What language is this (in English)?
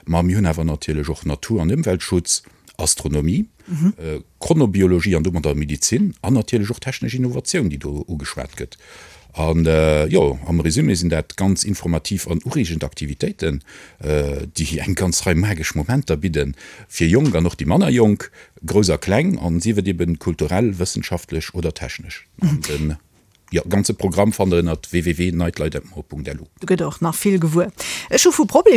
Luxembourgish